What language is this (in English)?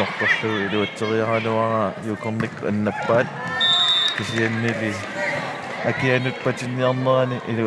Kalaallisut